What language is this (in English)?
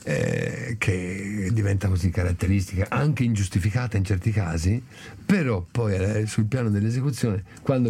Italian